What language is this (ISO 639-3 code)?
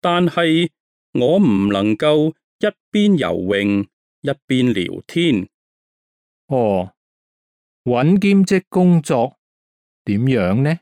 yue